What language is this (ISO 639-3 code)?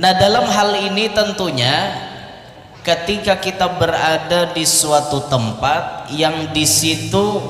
bjn